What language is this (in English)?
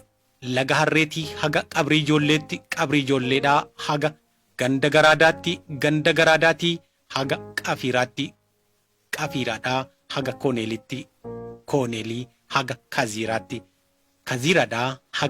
Oromo